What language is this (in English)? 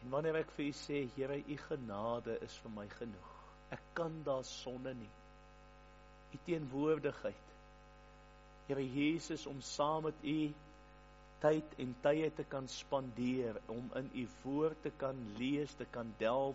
Afrikaans